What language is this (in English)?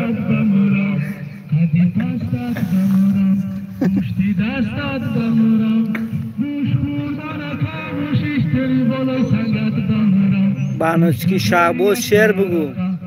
Tajik